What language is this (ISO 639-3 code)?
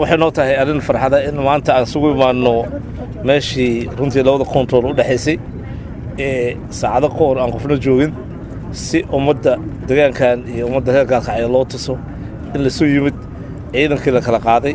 som